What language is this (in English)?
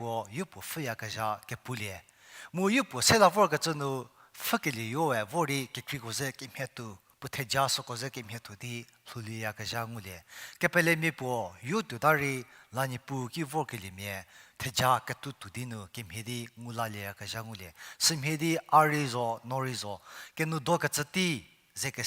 Angami Naga